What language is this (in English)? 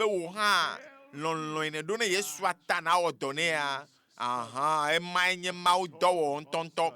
Ewe